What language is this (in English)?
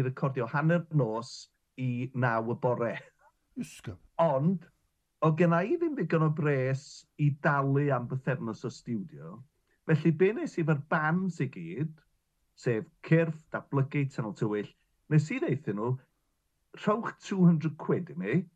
Welsh